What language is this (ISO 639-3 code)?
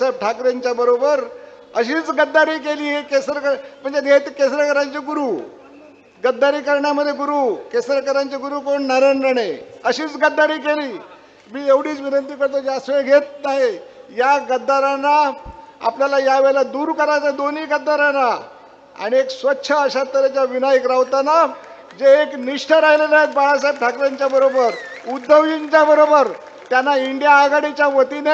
mar